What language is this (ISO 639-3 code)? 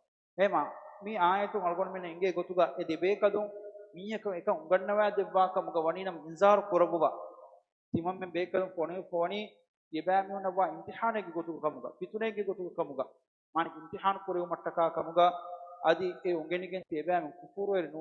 div